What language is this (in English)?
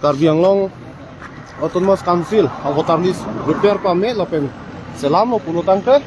Karbi